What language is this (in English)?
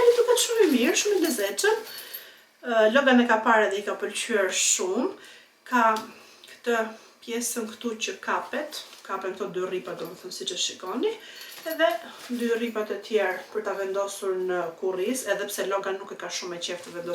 Albanian